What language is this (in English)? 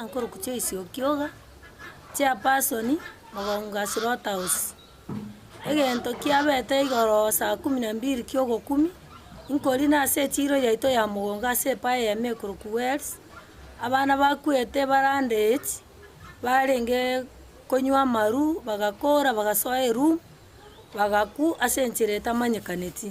Gusii